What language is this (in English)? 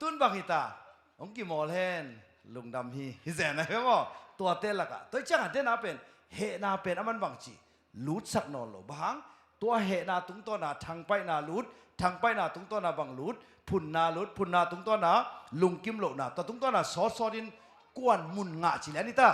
Tedim Chin